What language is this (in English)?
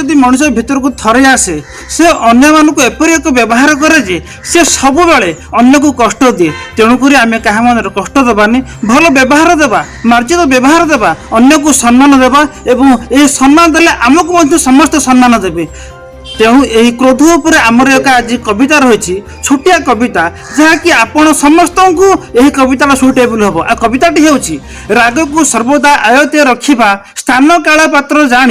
Odia